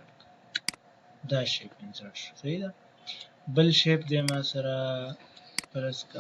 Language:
Pashto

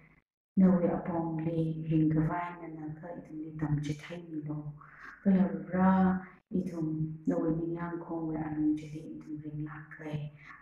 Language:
Tangkhul Naga (India)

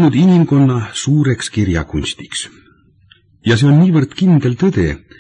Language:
Estonian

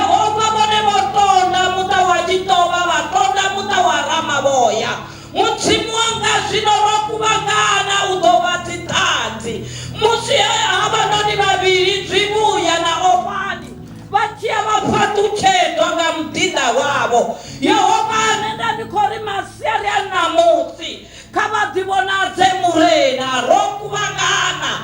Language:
Venda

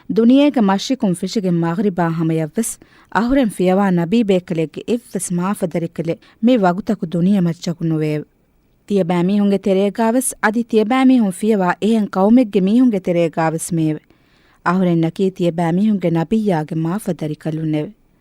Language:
Divehi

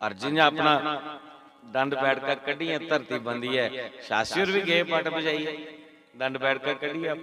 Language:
Dogri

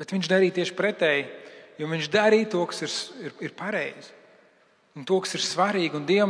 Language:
Latvian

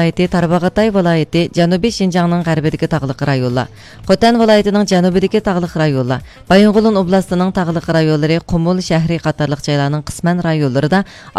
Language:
Uyghur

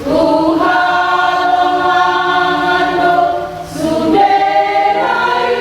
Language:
Batak Toba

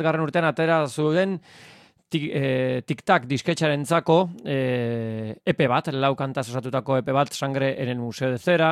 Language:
Basque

